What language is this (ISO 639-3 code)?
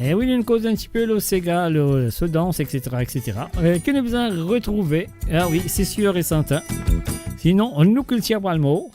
mfe